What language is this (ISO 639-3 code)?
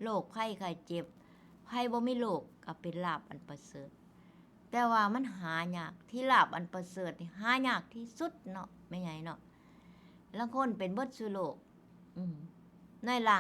tts